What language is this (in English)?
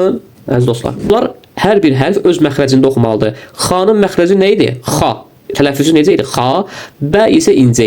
Azerbaijani